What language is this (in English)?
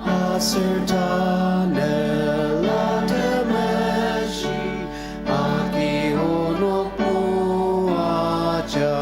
Ao Naga